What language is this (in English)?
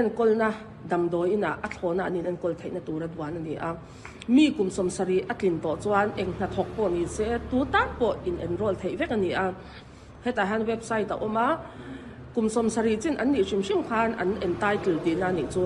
Mizo